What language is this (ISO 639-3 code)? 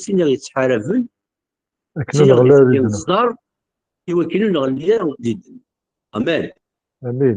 kab